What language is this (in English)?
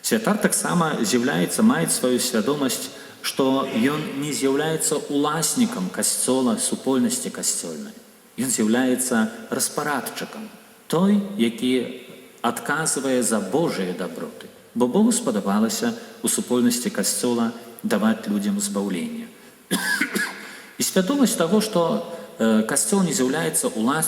Belarusian